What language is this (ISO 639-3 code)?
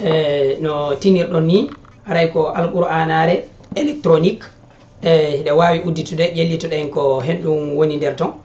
ful